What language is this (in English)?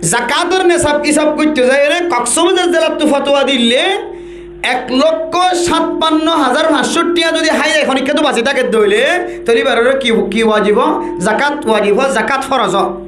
Rohingya